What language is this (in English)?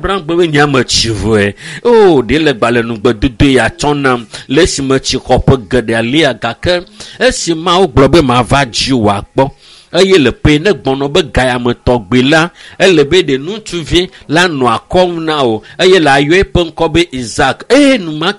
Ewe